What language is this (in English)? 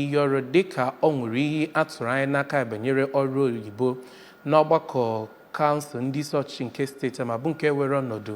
Igbo